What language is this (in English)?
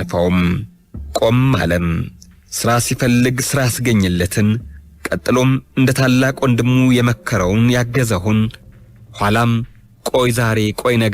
Amharic